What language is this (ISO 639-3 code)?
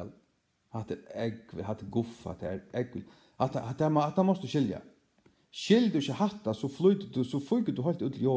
fao